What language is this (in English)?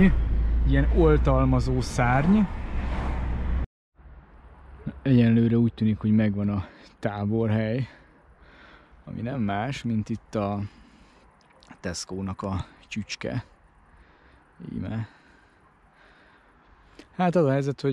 Hungarian